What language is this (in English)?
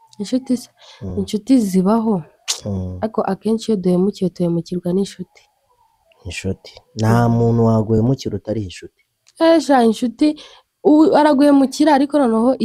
Kinyarwanda